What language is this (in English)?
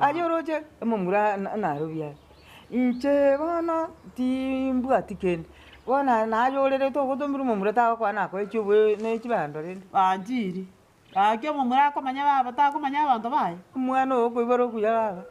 Gusii